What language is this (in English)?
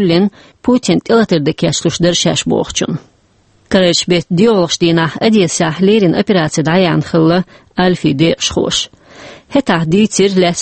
Chechen